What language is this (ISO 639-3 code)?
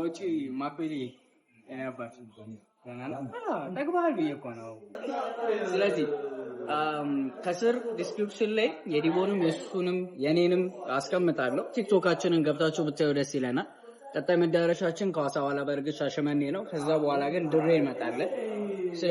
amh